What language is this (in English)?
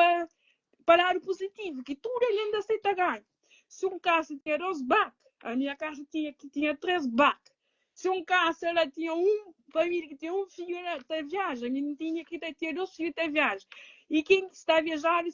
Kabuverdianu